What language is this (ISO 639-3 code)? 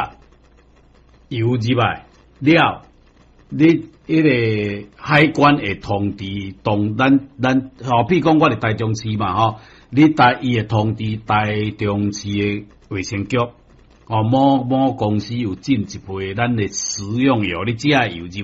nan